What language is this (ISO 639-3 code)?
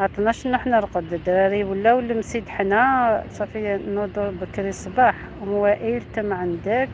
arq